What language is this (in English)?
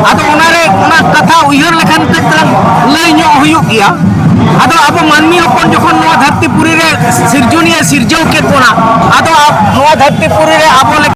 Santali